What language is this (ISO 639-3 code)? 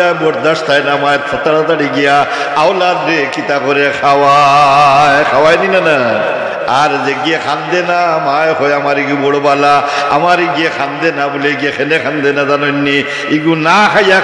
syl